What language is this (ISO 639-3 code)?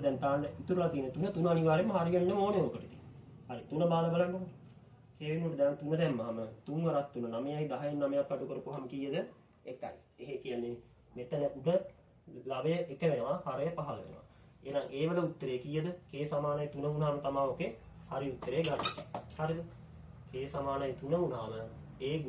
sin